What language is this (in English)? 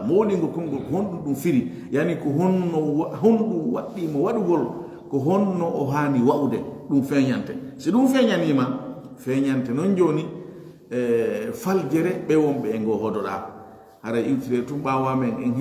Fula